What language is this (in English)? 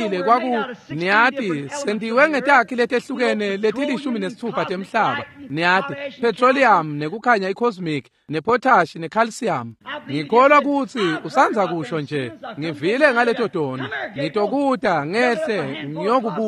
Swati